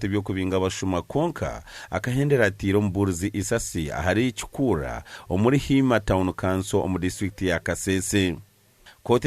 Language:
Nyankole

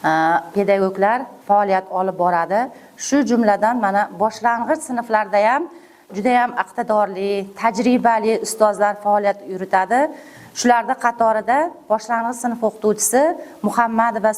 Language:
Uzbek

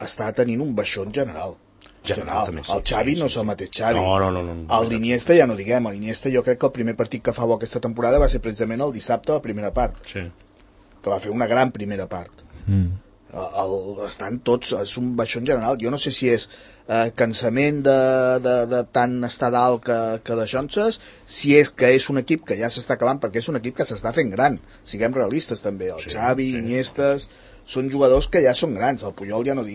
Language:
Catalan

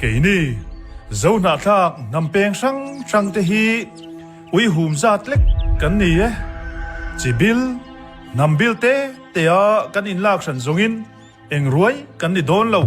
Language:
Mizo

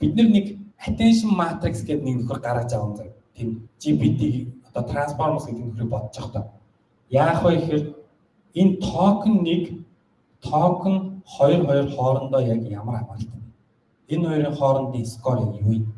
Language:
Mongolian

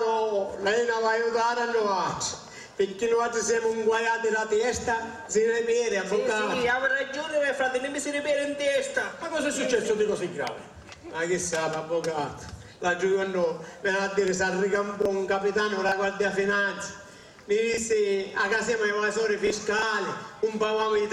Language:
Sicilian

